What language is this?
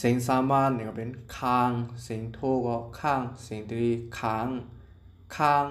Shan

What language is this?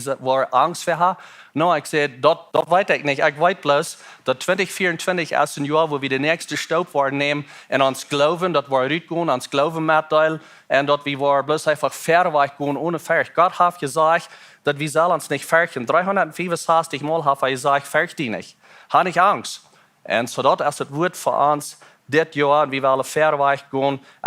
Plautdietsch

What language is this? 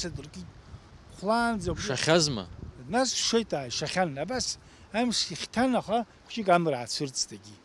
Abkhazian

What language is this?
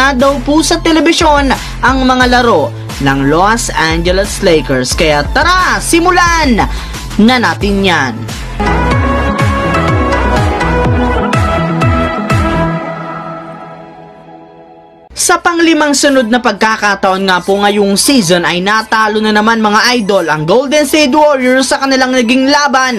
Filipino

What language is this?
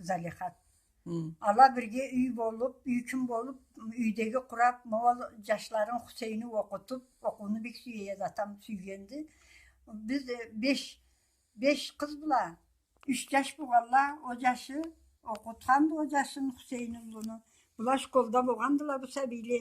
Karachay-Balkar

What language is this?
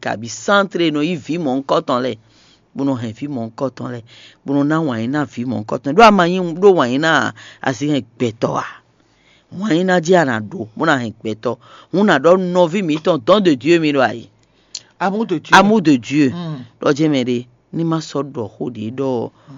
Fon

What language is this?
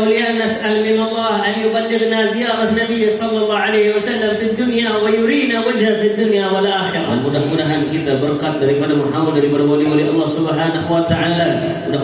Banjar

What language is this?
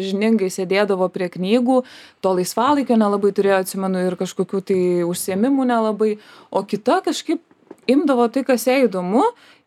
Lithuanian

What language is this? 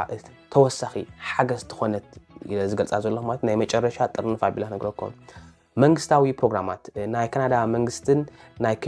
Tigrinya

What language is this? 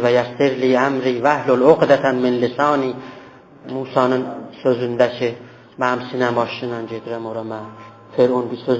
South Azerbaijani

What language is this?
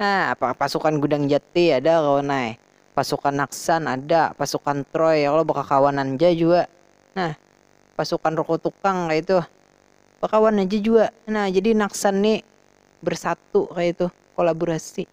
Banjar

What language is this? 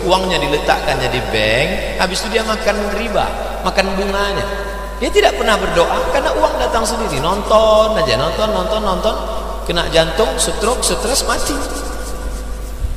Indonesian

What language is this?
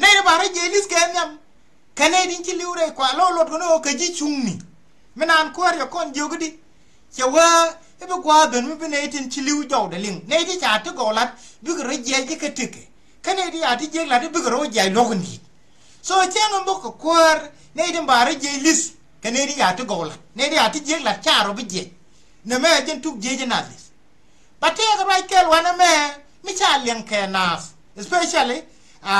Nuer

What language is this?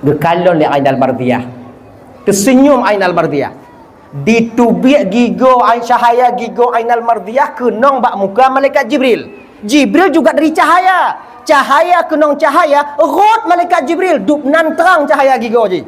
Achinese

